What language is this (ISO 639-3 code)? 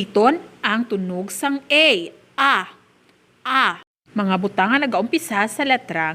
hil